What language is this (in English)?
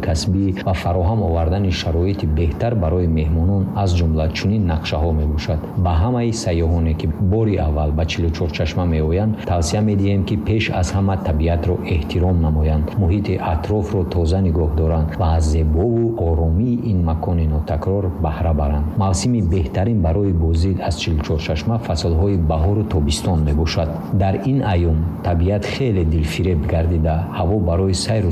Tajik